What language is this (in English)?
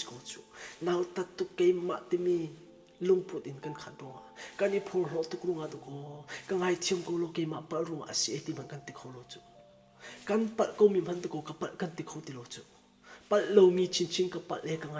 Falam Chin